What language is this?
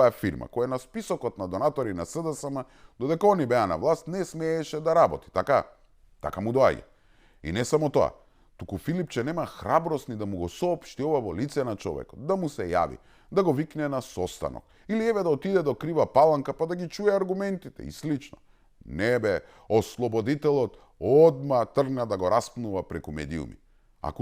Macedonian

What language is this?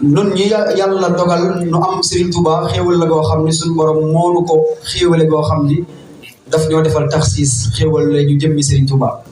Wolof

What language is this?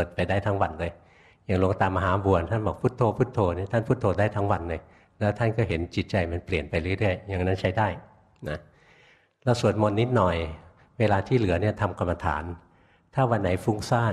Thai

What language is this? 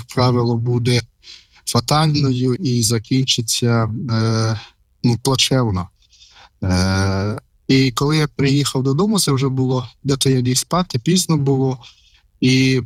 Ukrainian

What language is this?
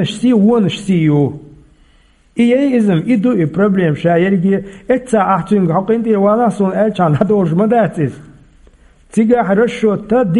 Chechen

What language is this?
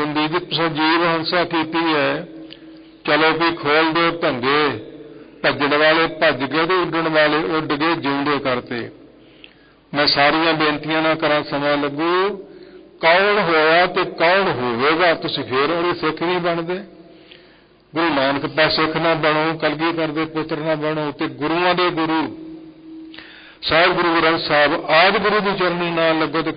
Punjabi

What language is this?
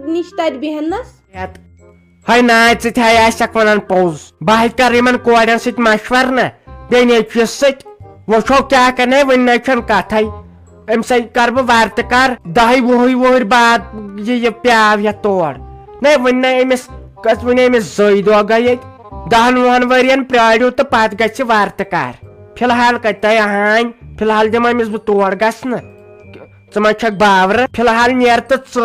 Kashmiri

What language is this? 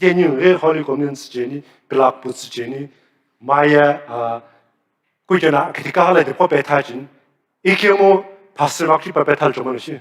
Sumi Naga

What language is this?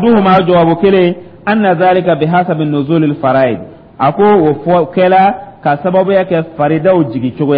Dyula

